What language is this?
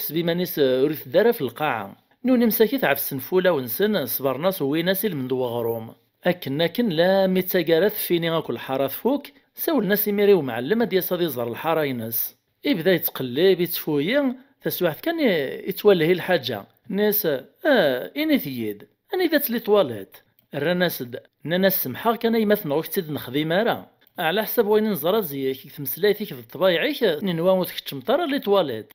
Kabyle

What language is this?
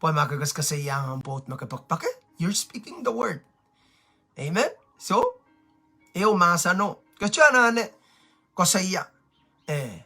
Pohnpeian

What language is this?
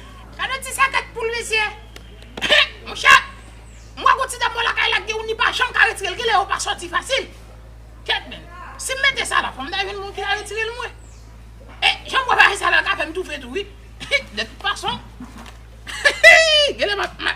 Haitian Creole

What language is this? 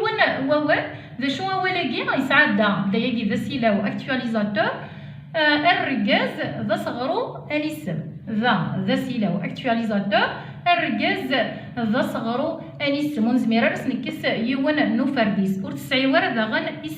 Kabyle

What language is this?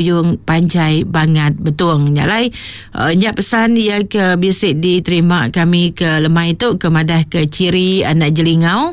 Iban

